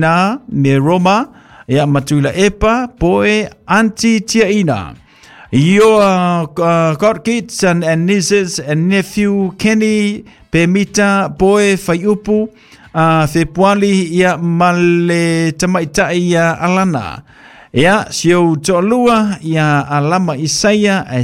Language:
Samoan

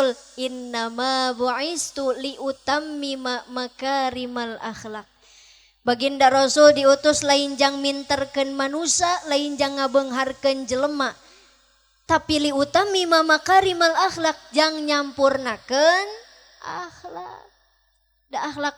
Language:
Sundanese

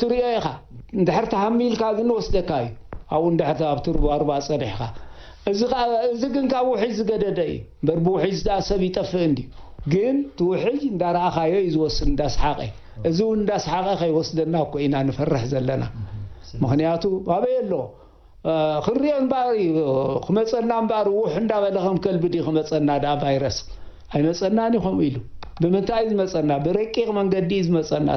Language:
Tigrinya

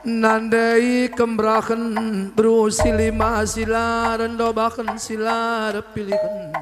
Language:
Batak Karo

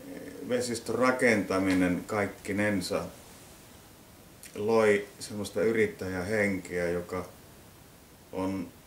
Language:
Finnish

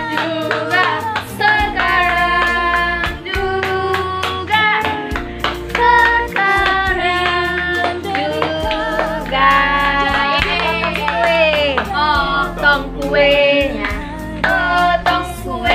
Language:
Indonesian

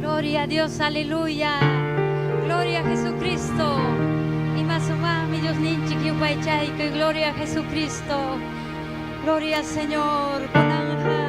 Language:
Ayacucho Quechua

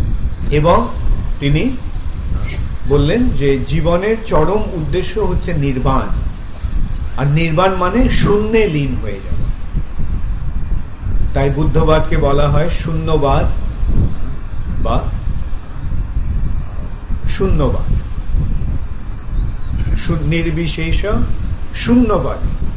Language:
Bangla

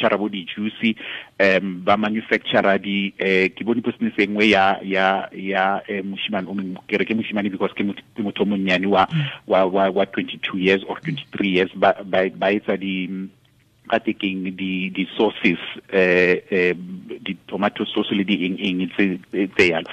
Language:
Tswana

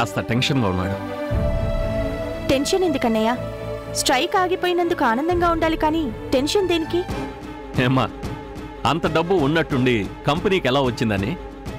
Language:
Telugu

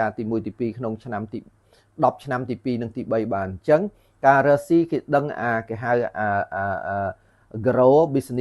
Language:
Khmer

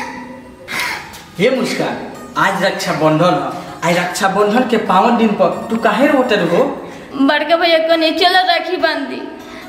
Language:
Bhojpuri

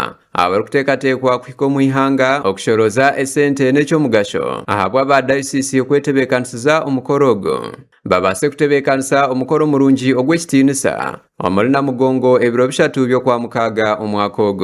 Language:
Nyankole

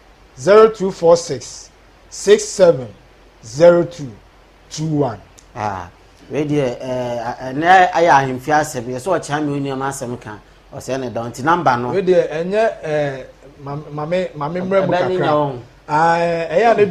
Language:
Akan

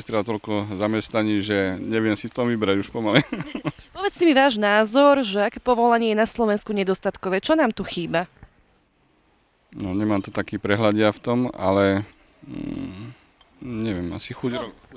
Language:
Slovak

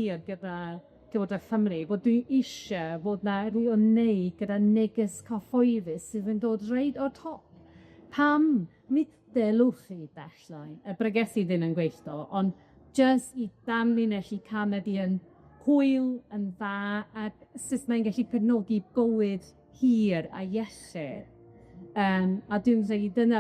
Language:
Welsh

